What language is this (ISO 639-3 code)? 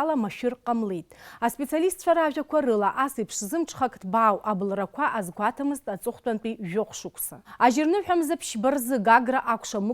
abk